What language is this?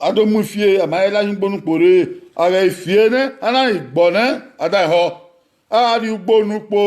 Bini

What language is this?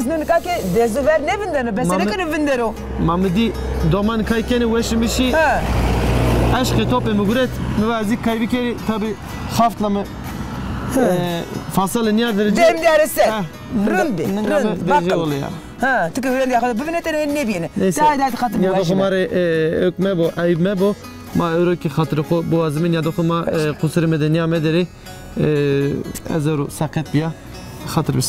Zaza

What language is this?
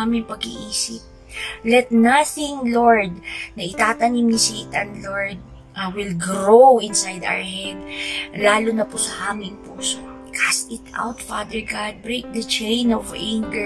Filipino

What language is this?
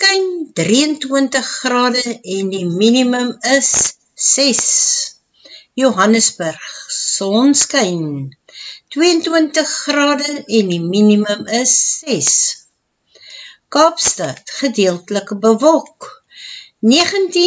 Afrikaans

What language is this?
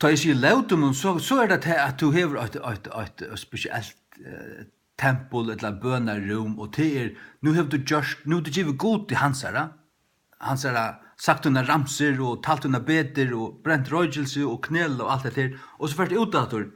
Faroese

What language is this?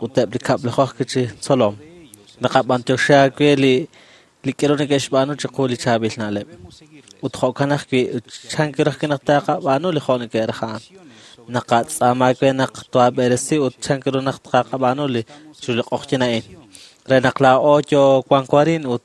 Kekchí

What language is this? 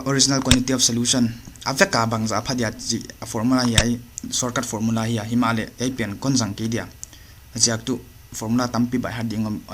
Paite Chin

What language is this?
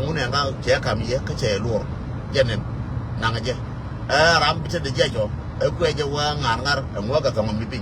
Nuer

